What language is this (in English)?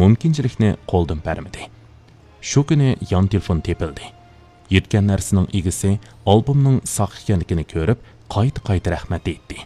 Uyghur